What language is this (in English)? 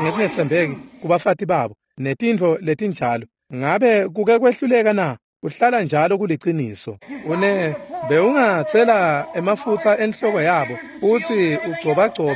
Swati